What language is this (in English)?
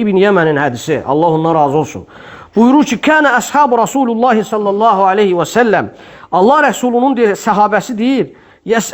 Azerbaijani